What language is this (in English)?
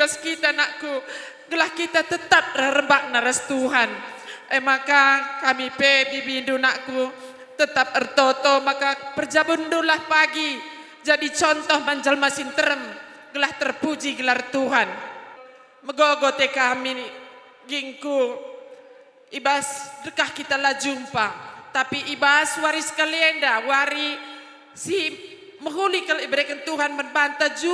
Batak Karo